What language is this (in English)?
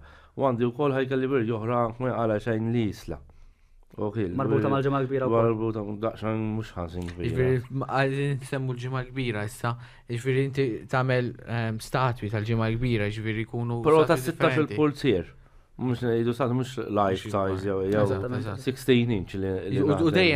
Maltese